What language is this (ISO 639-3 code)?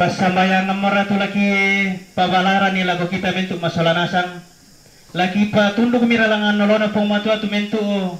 sda